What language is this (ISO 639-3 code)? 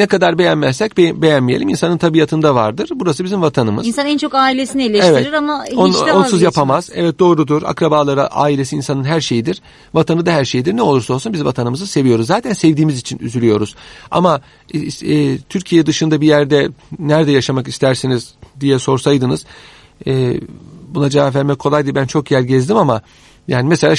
tur